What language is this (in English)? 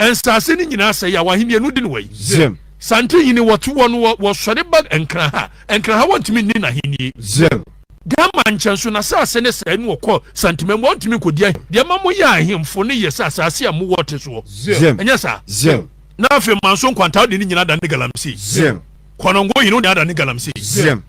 Akan